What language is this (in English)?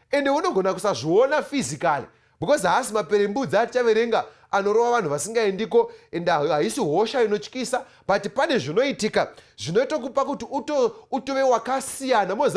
Shona